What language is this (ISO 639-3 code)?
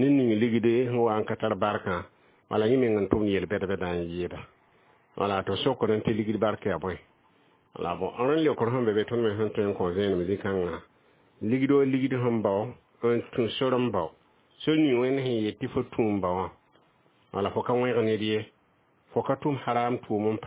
mos